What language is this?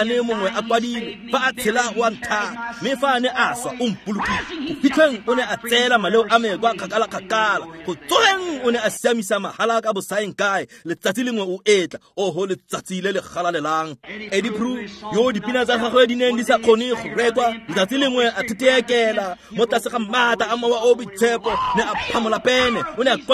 Tswana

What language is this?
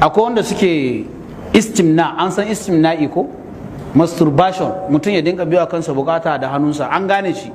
Hausa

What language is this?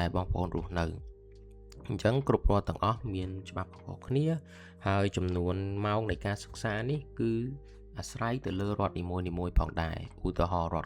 Khmer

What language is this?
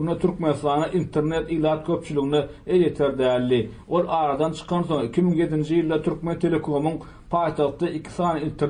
Turkmen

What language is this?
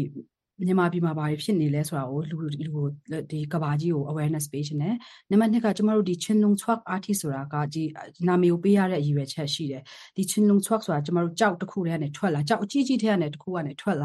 Burmese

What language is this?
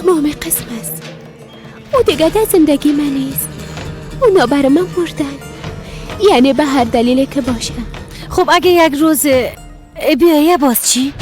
Persian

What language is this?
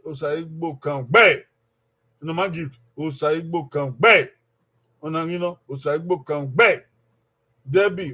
Bini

